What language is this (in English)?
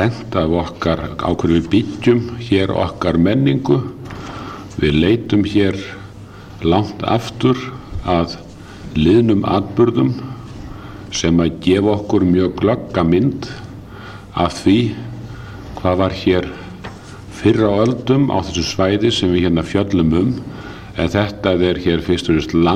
Icelandic